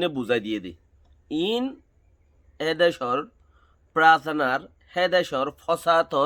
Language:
Rohingya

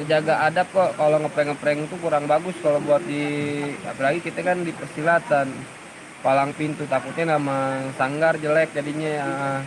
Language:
Betawi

